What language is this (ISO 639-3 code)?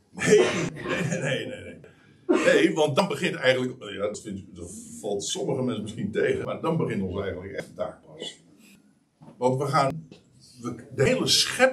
nld